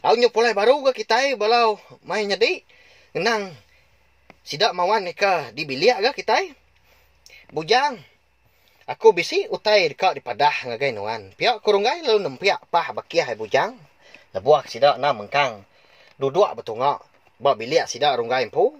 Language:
Iban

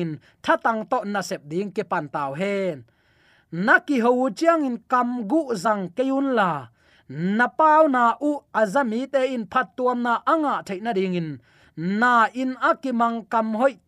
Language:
Tedim Chin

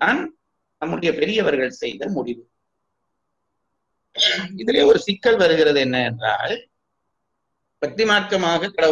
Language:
Tamil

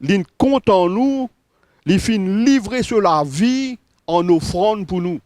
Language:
Morisyen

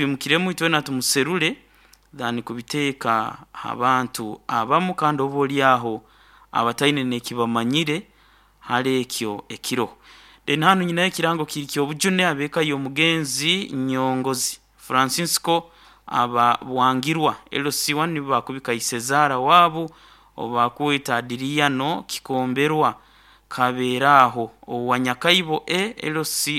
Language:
Nyoro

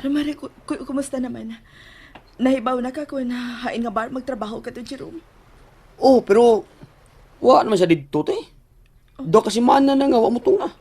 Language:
Cebuano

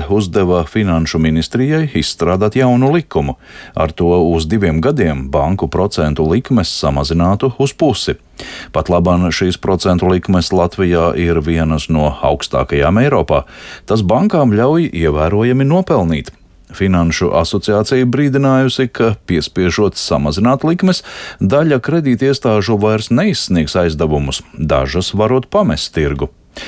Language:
Latvian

